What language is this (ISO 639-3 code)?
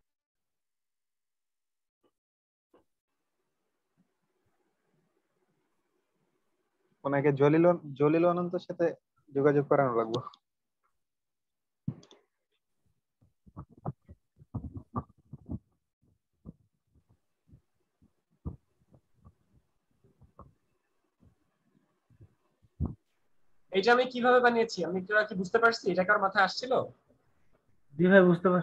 ben